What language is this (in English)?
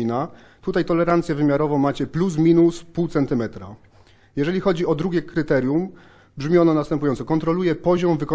Polish